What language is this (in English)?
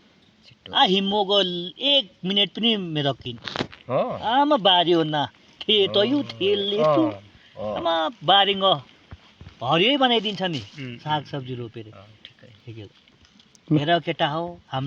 Nepali